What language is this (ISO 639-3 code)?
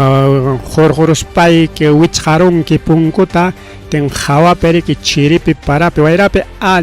quy